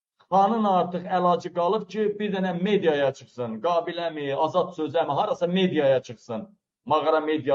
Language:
Azerbaijani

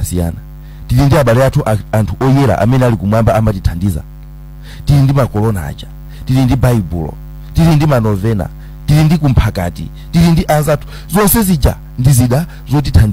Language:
Nyanja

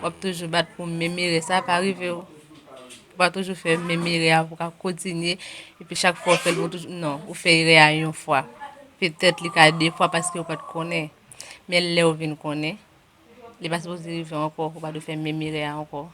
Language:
Haitian Creole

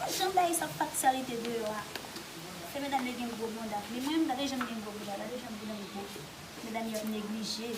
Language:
Haitian Creole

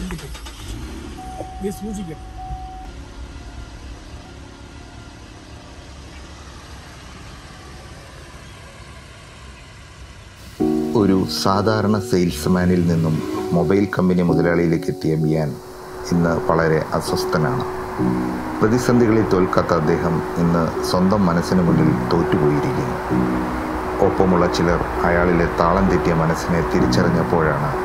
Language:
Malayalam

